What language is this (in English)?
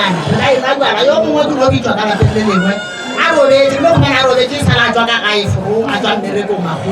Northern Sotho